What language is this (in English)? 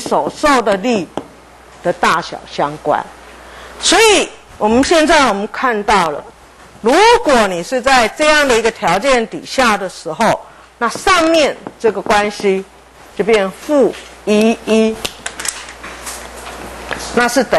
Chinese